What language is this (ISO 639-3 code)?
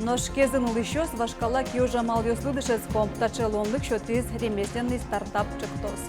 udm